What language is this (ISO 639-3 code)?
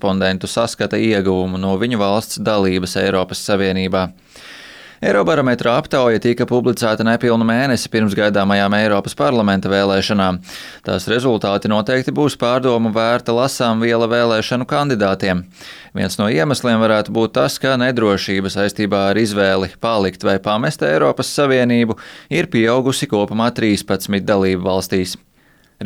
lav